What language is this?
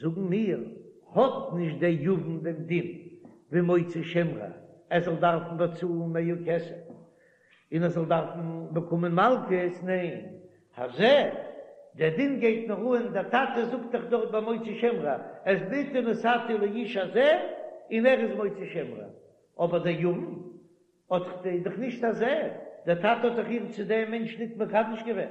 Yiddish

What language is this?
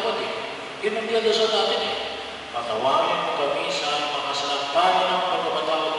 Filipino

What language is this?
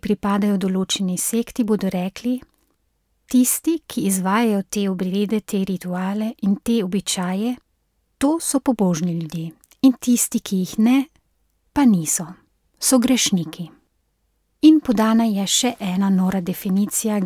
Slovenian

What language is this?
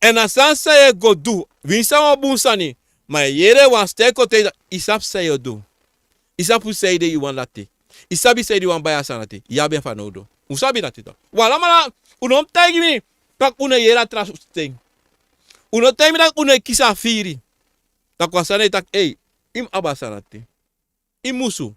Sranan Tongo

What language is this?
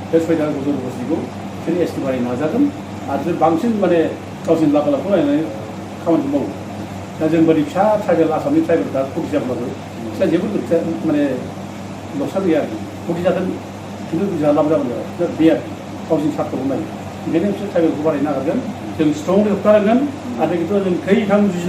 Bodo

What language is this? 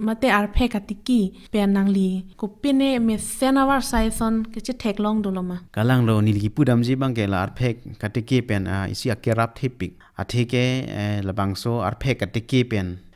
Karbi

